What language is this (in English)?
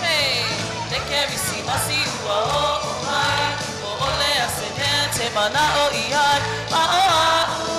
Samoan